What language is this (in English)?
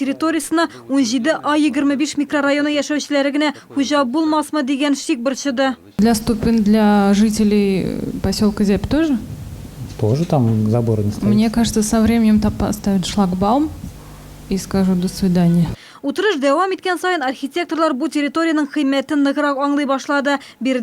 Tatar